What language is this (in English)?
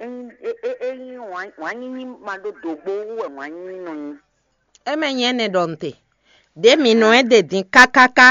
Fon